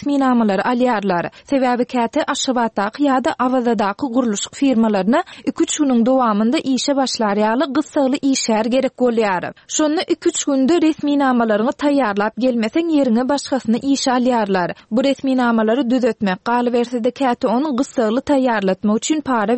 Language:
Turkmen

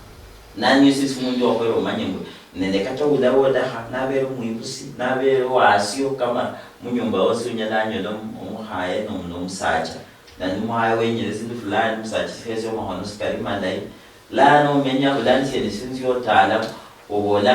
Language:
Luyia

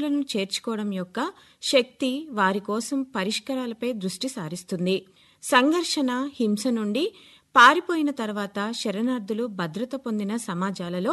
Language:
Telugu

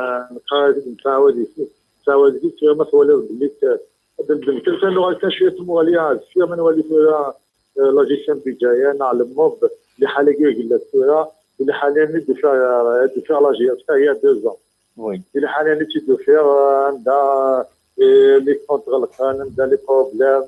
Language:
Kabyle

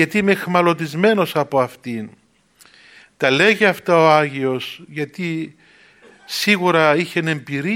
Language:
Greek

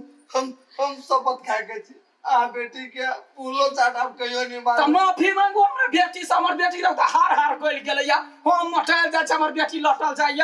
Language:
Maithili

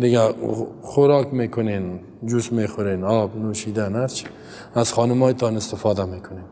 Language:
Persian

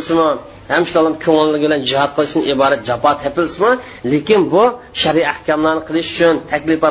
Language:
Uyghur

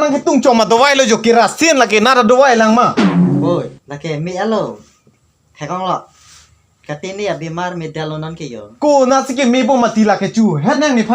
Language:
Karbi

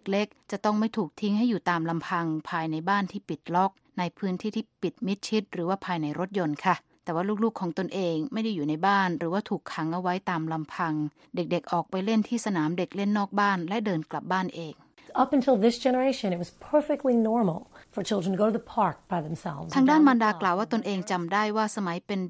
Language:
Thai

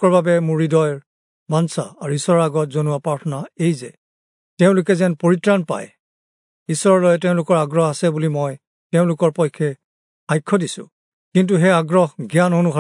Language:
Assamese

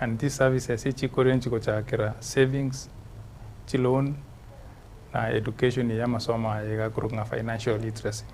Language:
Gusii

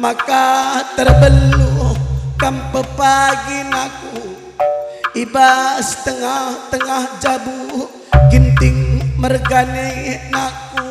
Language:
Batak Karo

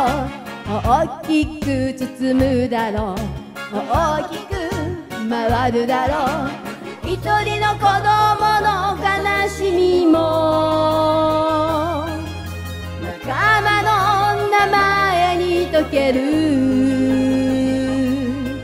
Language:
Japanese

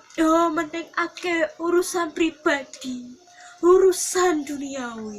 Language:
Javanese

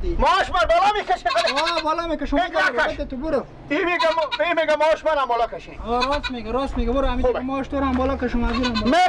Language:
Persian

